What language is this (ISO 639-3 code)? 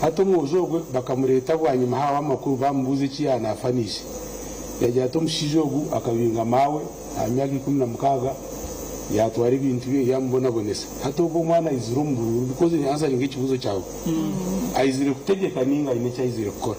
nyn